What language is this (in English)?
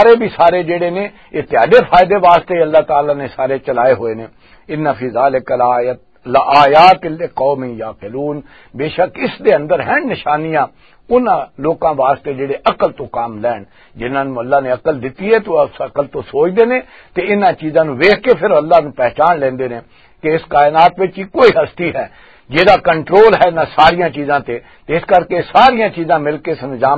Western Panjabi